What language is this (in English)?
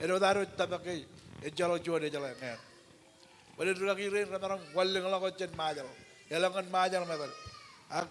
Marshallese